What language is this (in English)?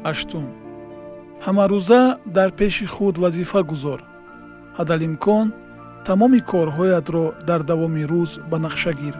Tajik